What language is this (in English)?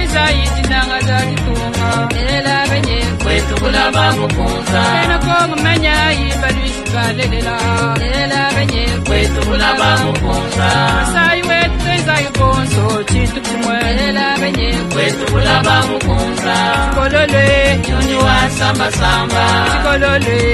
Luba-Lulua